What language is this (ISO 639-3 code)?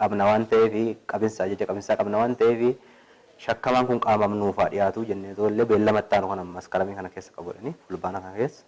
orm